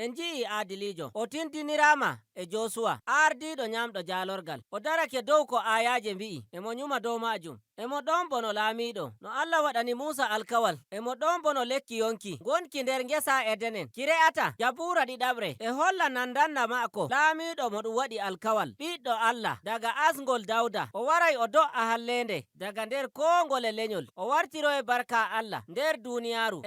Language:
Nigerian Fulfulde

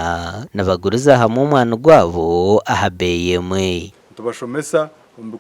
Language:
Nyankole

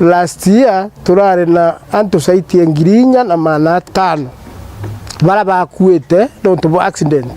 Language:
Meru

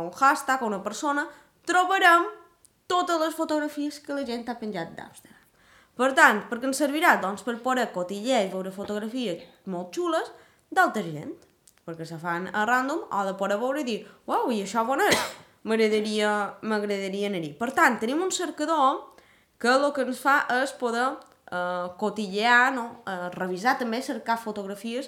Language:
Catalan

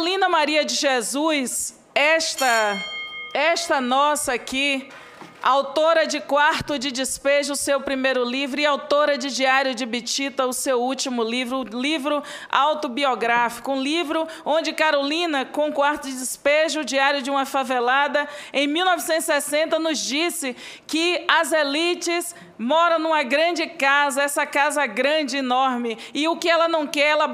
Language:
Portuguese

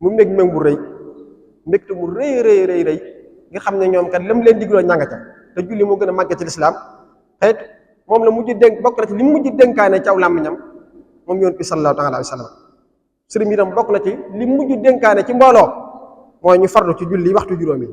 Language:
Wolof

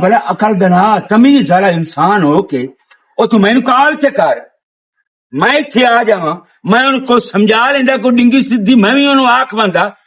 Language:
Western Panjabi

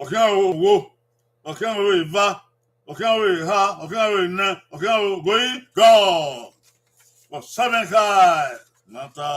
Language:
Bini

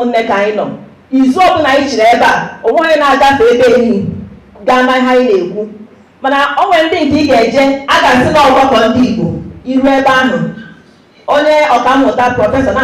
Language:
Igbo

